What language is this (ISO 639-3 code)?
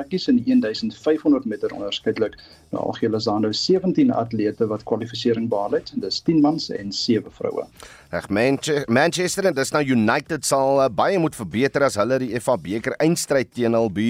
afr